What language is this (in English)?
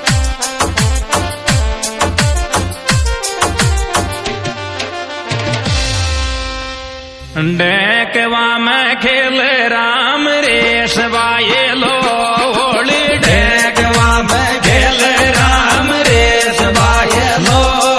Bhojpuri